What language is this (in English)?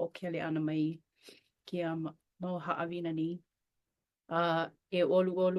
Hawaiian